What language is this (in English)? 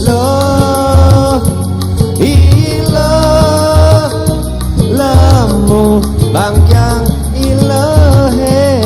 Balinese